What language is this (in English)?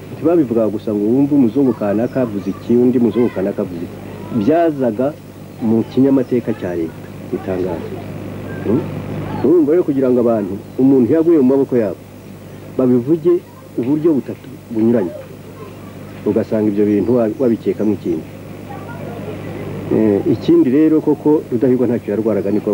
Kinyarwanda